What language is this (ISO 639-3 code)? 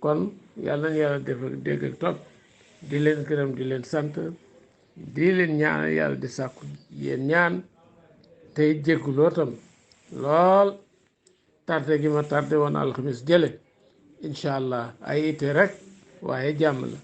wol